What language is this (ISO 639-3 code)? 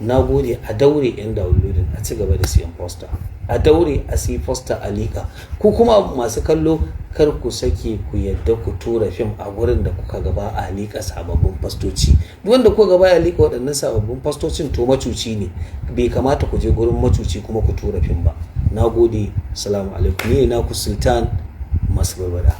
hau